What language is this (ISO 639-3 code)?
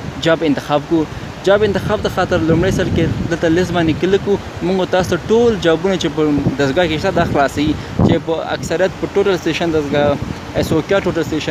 pus